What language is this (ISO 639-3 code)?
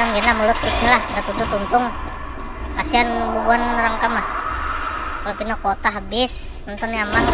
bjn